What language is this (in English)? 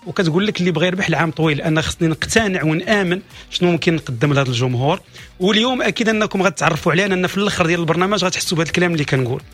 Moroccan Arabic